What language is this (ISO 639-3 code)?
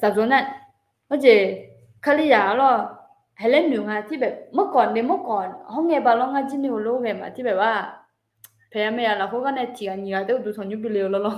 ahk